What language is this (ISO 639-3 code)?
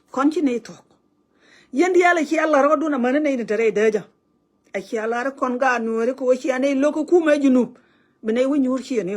nus